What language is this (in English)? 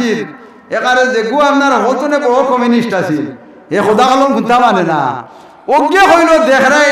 Sylheti